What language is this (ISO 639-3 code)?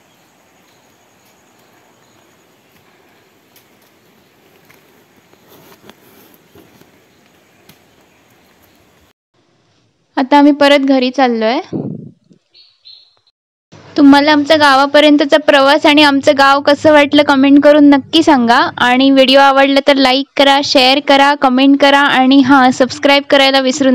mar